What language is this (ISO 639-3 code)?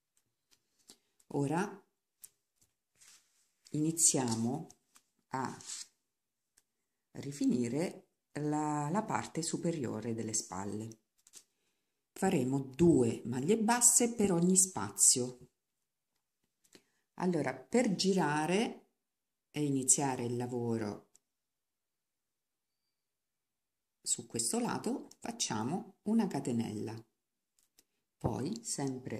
ita